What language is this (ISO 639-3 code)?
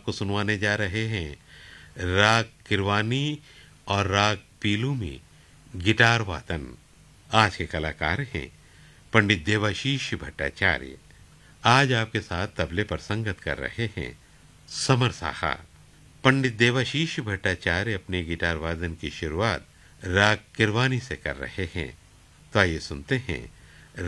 hin